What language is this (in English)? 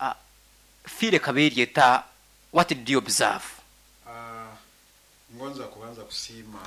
Nyoro